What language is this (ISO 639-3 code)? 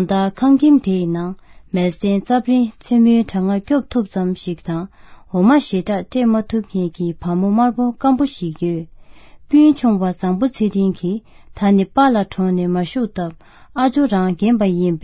bod